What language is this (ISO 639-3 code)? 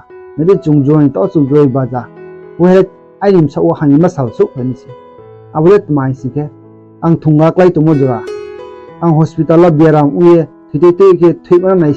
ria